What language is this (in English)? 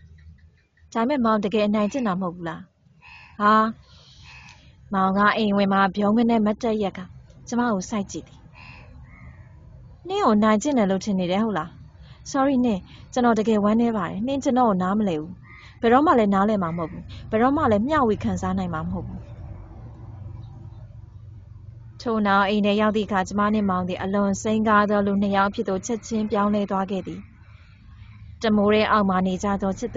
Burmese